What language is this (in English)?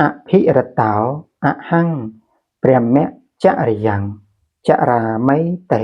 Khmer